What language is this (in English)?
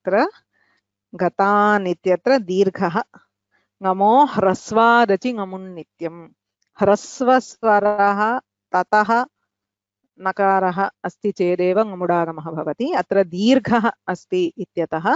Sanskrit